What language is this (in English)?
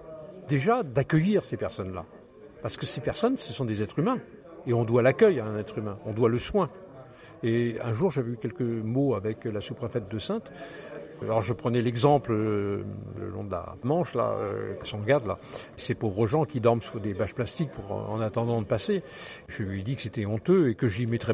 French